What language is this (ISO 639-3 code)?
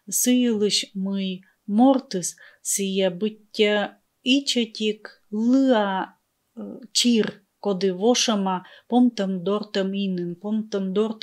kom